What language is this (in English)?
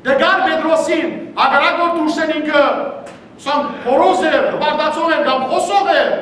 Western Armenian